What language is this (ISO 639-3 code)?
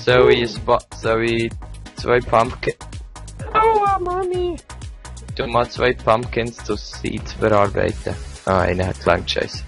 gsw